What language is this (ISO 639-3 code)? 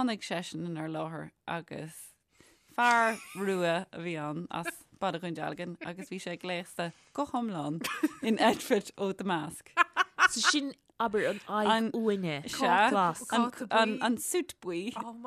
gle